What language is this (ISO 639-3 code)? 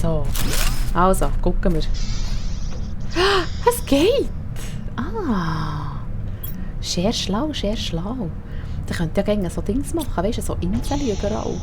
gsw